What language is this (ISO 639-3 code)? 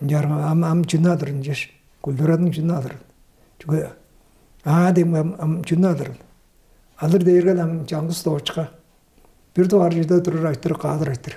tyv